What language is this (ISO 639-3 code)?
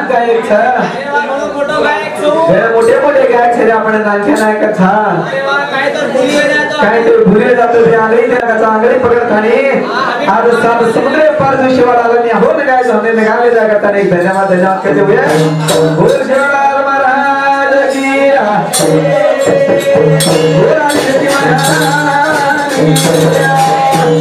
mar